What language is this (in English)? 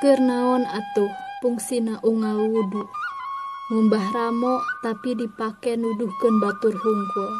Sundanese